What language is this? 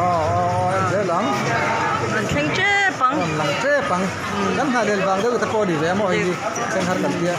Mizo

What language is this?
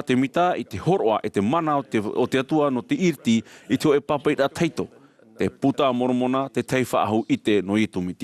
Tahitian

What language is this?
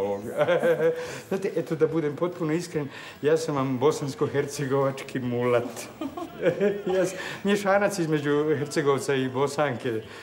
Bosnian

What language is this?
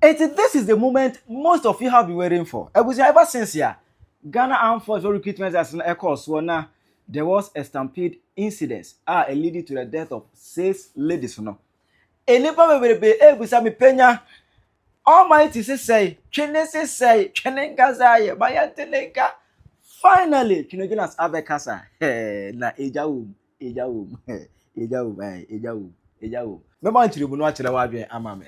Akan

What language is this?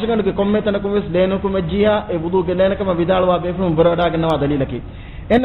Divehi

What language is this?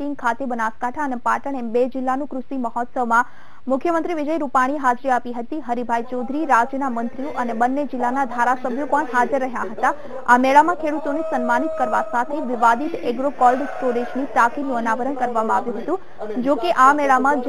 Gujarati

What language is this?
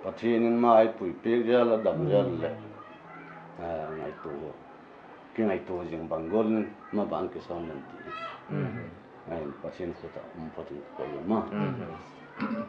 Paite Chin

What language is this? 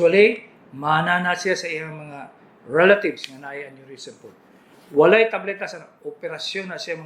Cebuano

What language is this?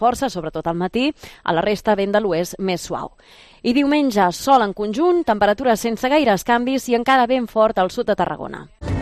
Catalan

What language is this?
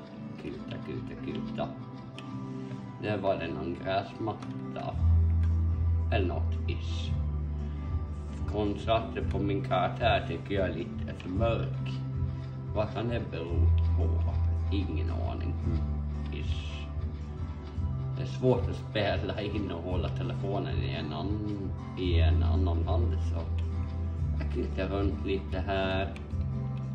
Swedish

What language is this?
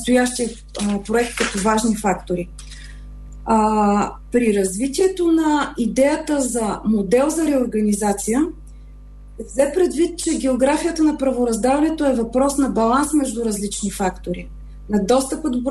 Bulgarian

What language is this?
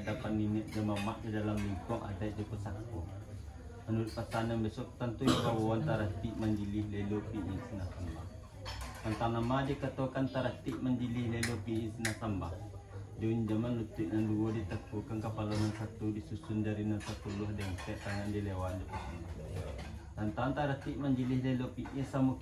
Minangkabau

